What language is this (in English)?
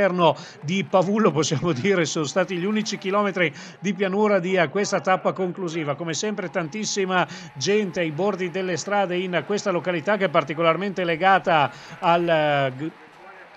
Italian